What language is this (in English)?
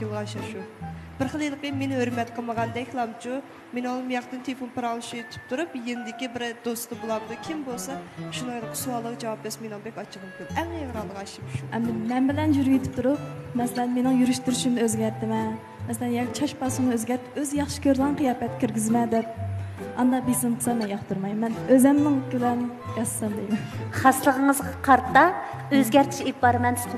Uyghur